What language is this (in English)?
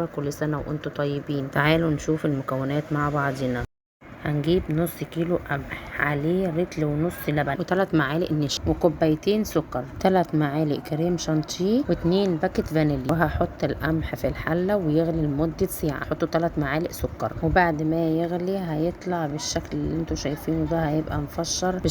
Egyptian Arabic